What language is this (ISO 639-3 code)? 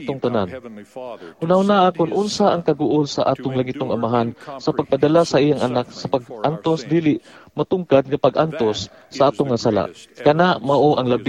ceb